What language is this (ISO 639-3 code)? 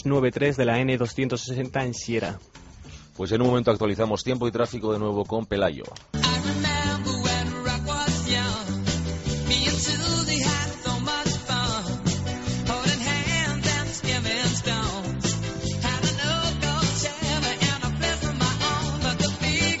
spa